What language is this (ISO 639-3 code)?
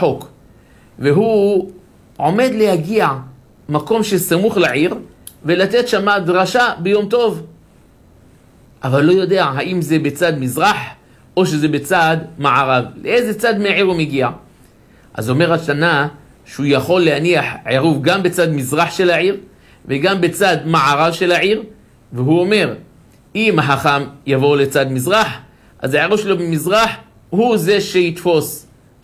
heb